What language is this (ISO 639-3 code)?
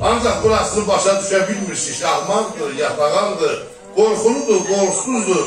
azb